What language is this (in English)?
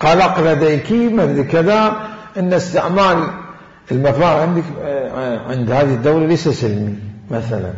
Mesopotamian Arabic